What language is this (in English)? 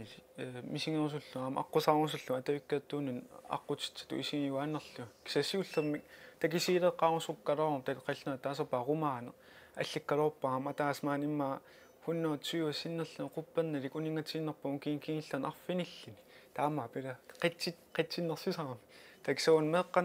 Kalaallisut